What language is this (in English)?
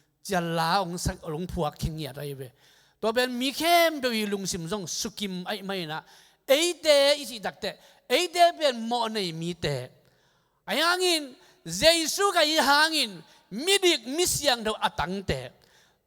Tedim Chin